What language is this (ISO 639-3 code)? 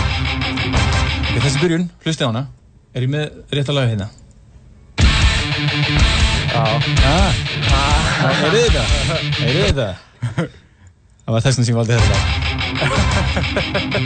isl